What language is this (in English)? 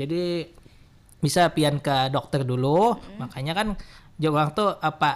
Banjar